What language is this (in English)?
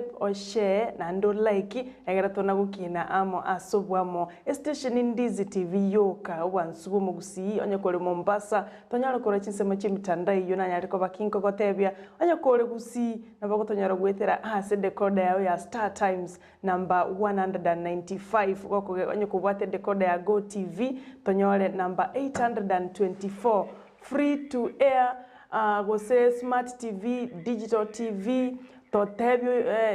Gusii